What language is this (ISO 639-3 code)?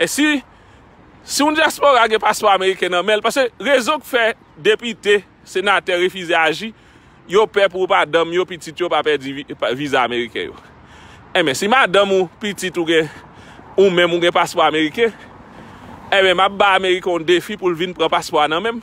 hat